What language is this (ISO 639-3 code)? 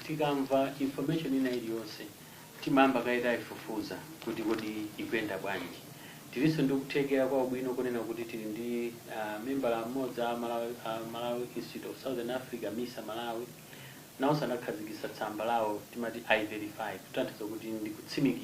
nya